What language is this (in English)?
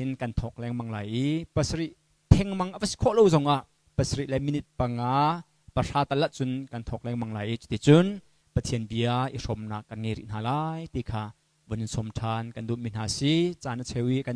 Hakha Chin